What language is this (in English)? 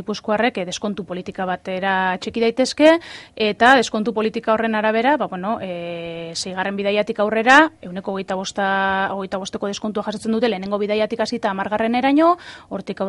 Basque